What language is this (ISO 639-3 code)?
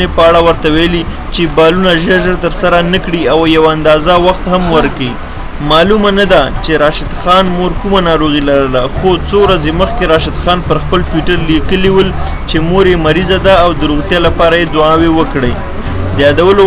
pus